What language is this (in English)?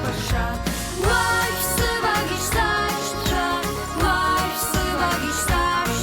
Abkhazian